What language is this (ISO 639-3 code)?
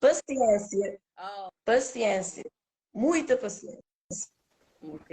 kea